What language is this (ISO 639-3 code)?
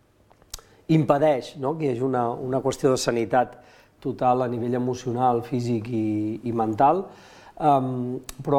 cat